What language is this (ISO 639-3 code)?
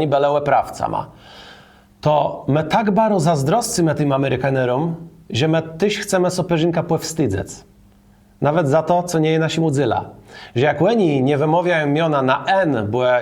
csb